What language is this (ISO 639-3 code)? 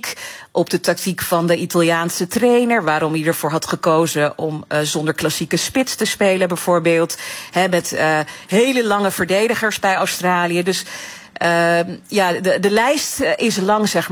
nld